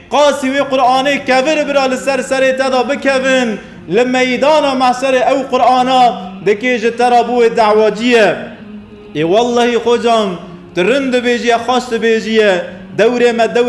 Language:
Kurdish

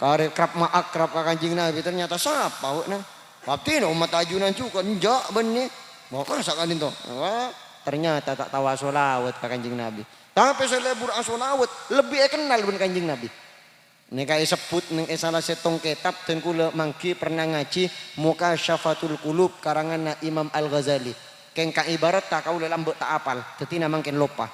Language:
Madurese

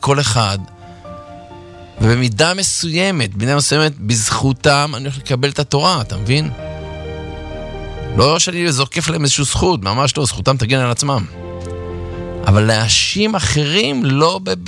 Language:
Hebrew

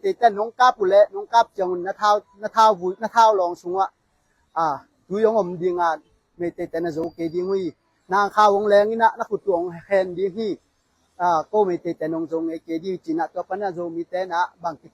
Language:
Tedim Chin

